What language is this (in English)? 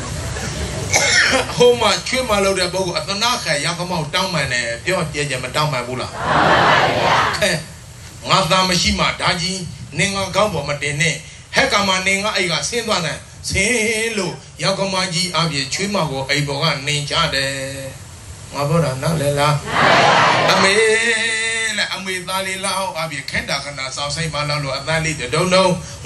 Burmese